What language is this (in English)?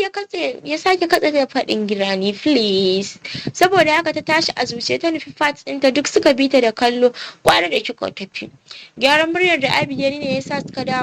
Hausa